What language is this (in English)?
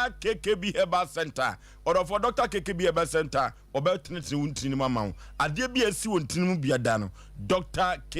Akan